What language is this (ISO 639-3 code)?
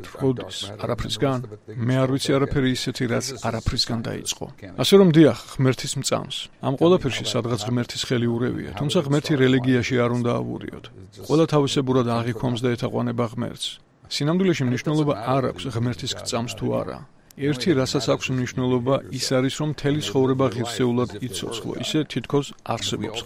kat